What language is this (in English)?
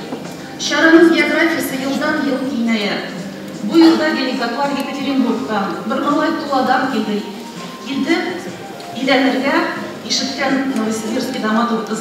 Tatar